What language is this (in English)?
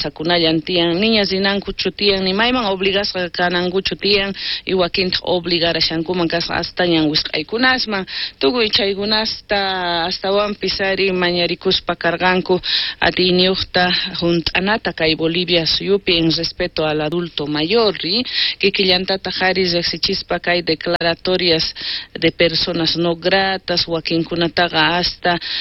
South Bolivian Quechua